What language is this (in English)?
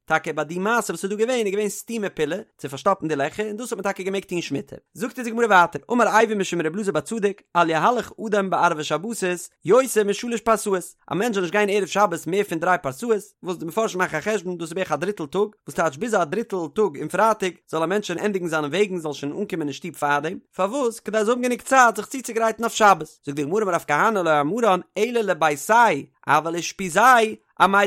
Yiddish